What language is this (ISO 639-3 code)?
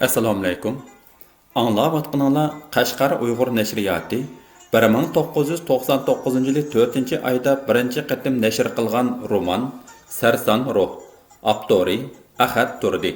uig